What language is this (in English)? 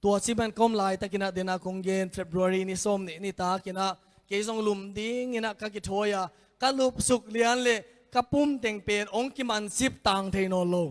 Tedim Chin